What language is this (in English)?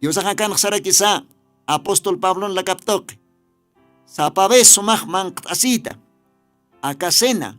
Aymara